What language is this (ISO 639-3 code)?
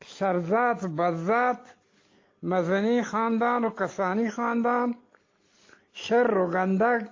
bgp